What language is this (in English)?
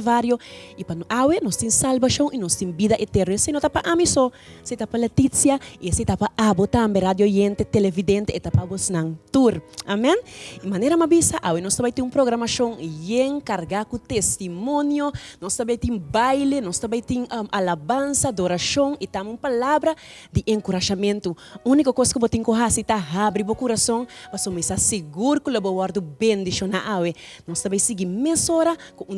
Papiamento